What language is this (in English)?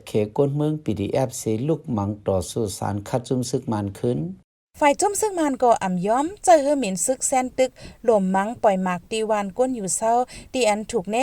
Shan